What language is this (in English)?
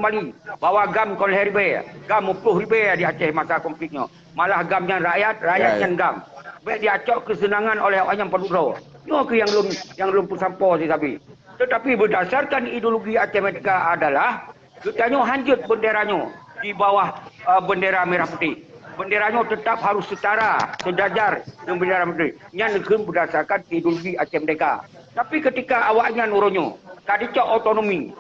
Achinese